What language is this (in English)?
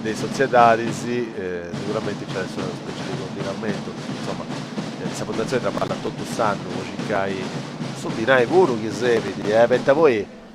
Sardinian